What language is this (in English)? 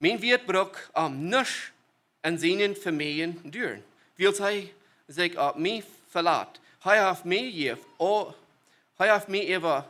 Plautdietsch